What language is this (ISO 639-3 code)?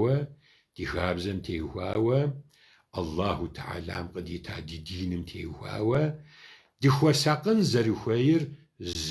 kbd